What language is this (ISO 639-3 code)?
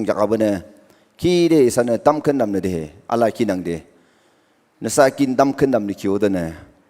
nag